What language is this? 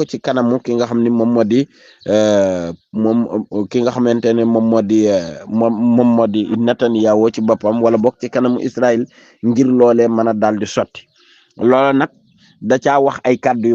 Wolof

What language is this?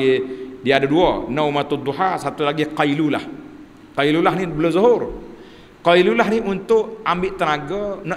Malay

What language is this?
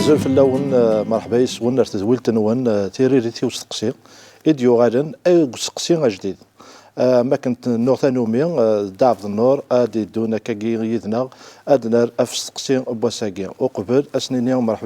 Kabyle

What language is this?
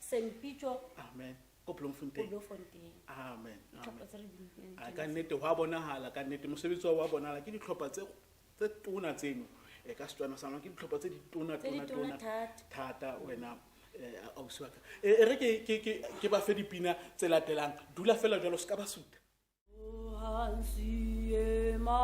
Tswana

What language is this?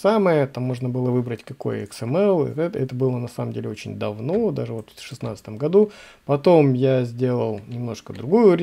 Russian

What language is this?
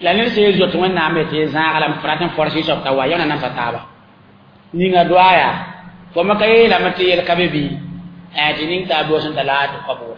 Mossi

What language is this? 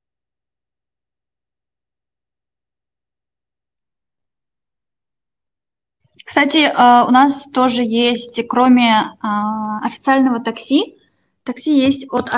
Russian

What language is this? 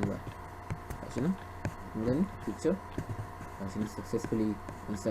Hausa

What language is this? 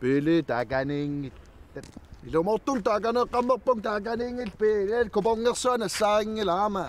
Kalaallisut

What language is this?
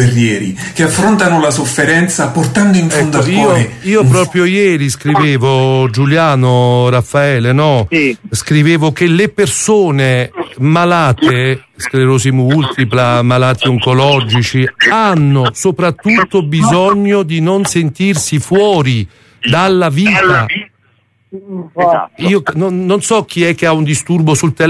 Italian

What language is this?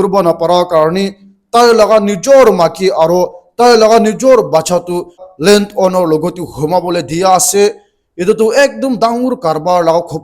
Naga Pidgin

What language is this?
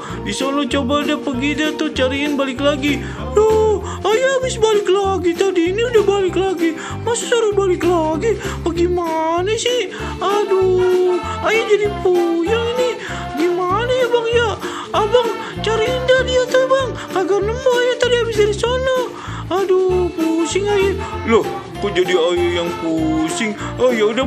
Betawi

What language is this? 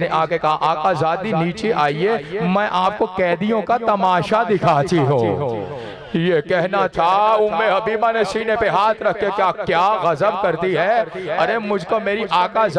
Hindi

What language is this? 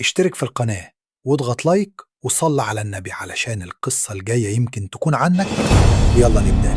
Egyptian Arabic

